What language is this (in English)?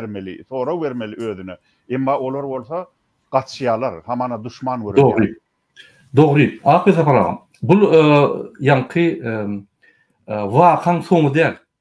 Turkmen